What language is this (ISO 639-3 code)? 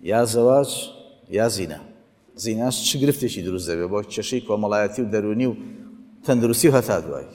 ckb